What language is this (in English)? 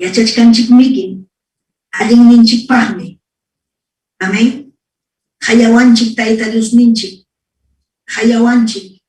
Ayacucho Quechua